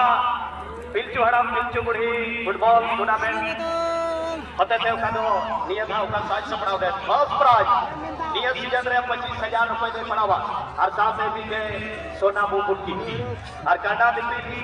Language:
Santali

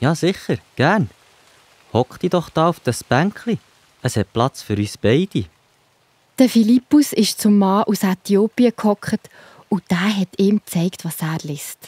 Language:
Swiss German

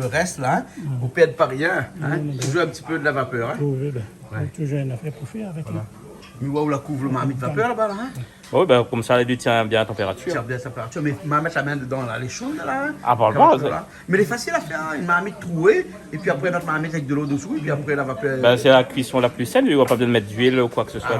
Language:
Réunion Creole French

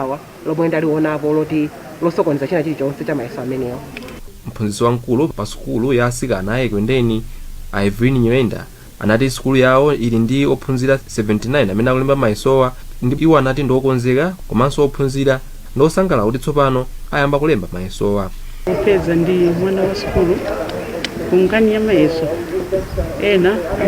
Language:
Nyanja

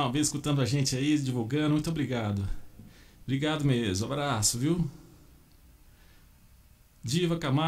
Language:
Portuguese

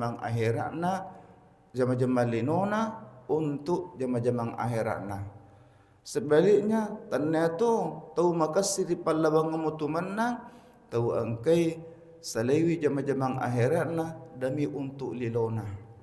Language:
Buginese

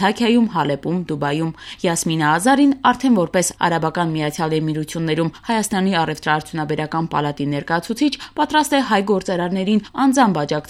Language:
Armenian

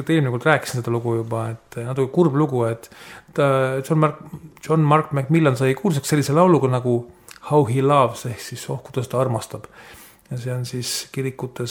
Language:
Estonian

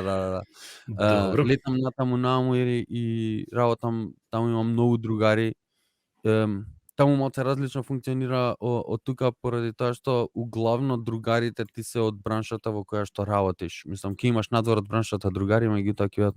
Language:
Macedonian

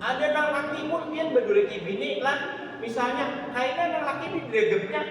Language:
Banjar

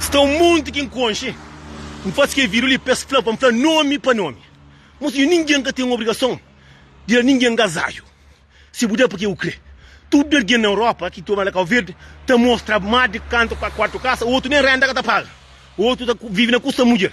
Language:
Kabuverdianu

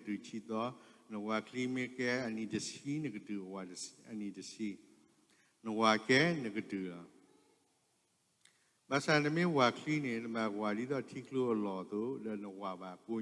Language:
S'gaw Karen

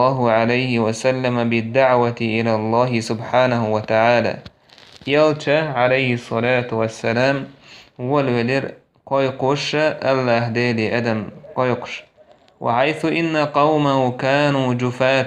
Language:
Chechen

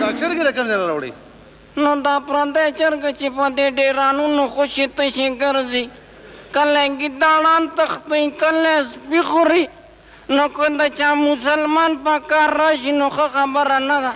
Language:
Pashto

